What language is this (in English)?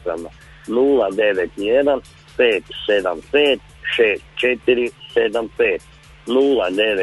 Croatian